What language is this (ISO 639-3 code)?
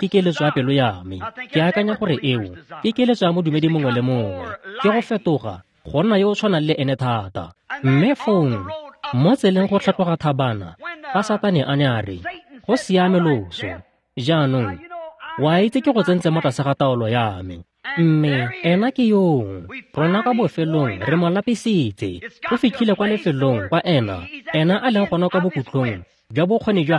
tsn